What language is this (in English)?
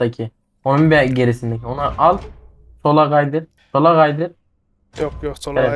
Turkish